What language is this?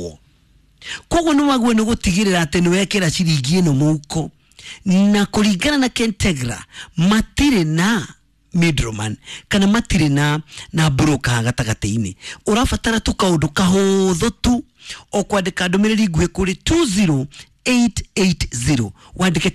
Kikuyu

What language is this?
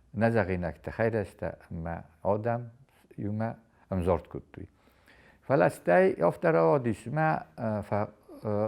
Ossetic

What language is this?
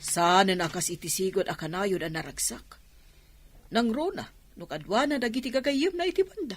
Iloko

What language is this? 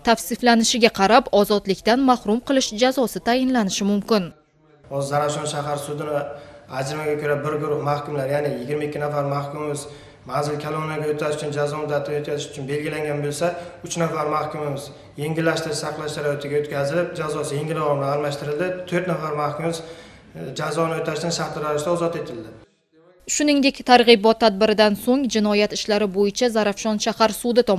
Uzbek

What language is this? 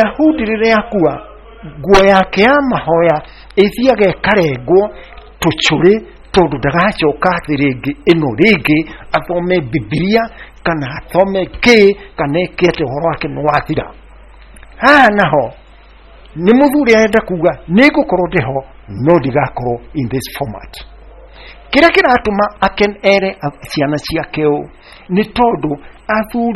Kikuyu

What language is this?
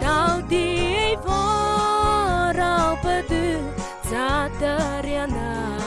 Mara Chin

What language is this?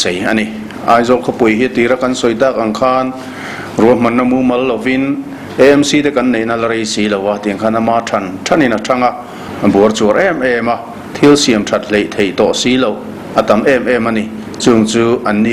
Mizo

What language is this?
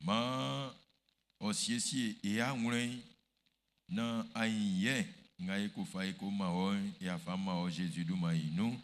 Baoulé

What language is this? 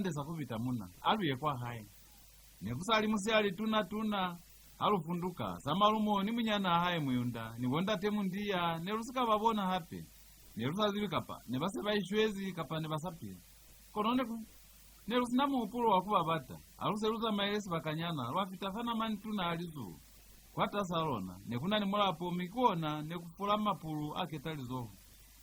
Lozi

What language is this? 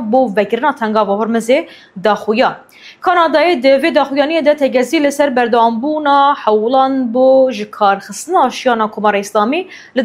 Kurdish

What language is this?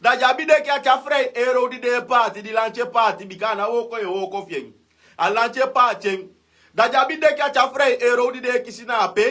Sranan Tongo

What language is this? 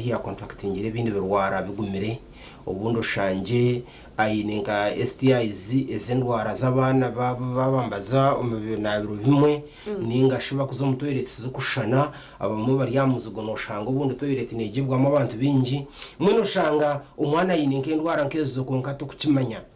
Nyankole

